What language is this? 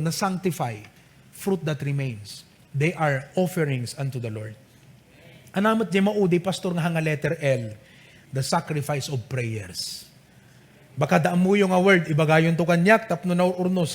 Iloko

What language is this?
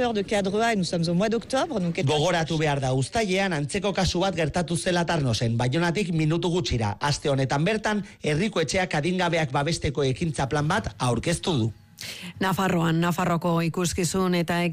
Basque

